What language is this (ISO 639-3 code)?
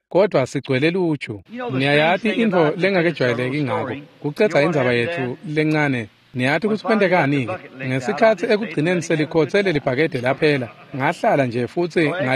ssw